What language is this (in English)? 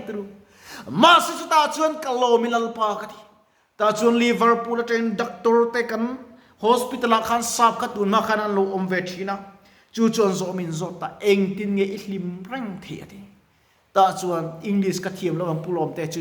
Mizo